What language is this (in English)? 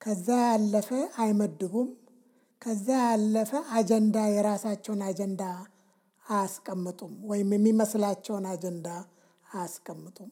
Amharic